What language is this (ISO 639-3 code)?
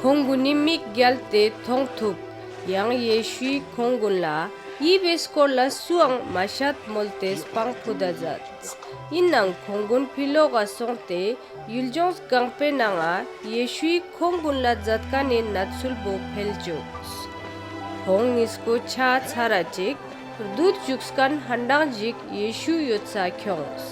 lbj